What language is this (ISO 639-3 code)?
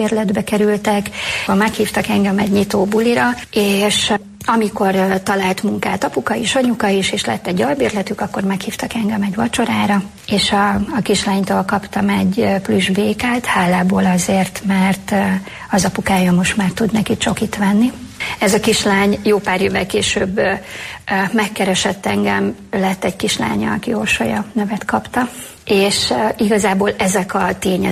hun